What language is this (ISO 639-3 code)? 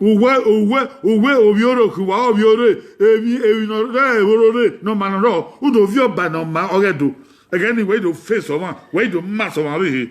bin